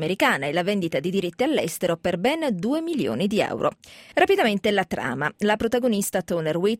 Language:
Italian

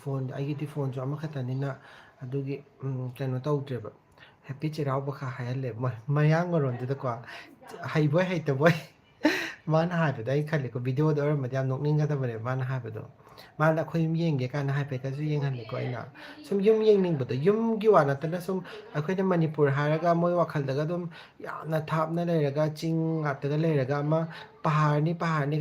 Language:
Manipuri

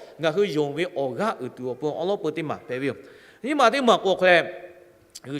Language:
Lahu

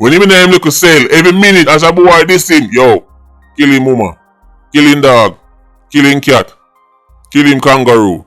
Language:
Jamaican Creole English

